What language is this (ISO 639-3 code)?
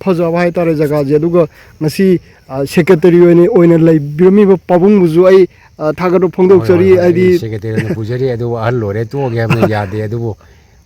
mni